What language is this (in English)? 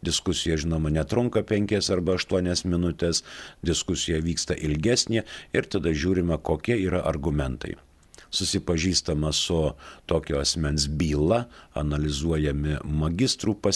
Lithuanian